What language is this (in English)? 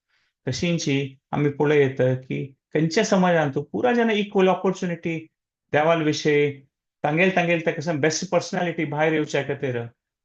Konkani